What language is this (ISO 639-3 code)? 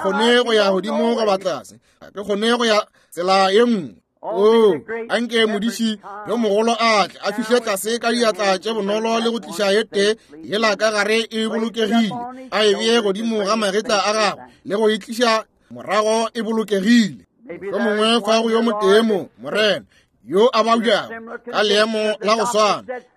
nso